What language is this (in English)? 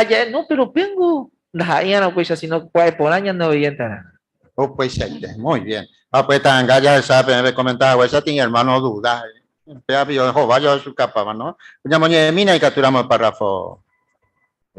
Guarani